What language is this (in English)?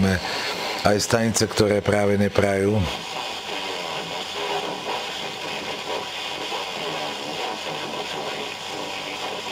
Slovak